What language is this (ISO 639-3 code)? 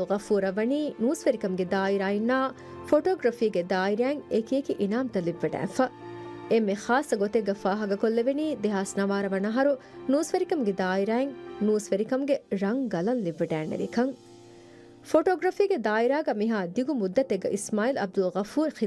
div